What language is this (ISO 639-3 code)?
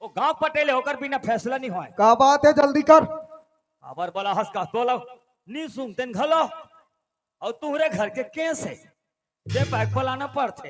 hne